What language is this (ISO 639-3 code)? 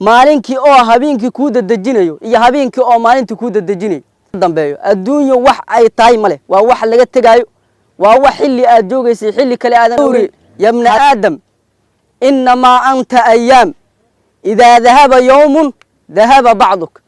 som